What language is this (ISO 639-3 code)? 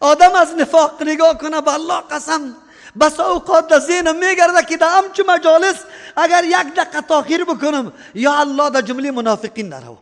fas